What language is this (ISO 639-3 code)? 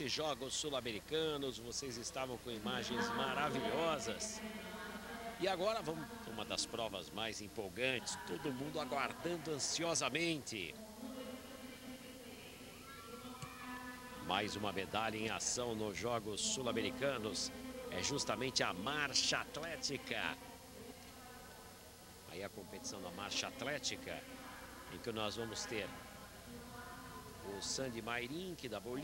por